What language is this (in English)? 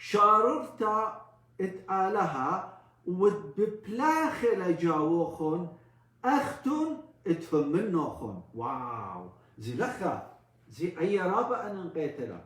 Assyrian Neo-Aramaic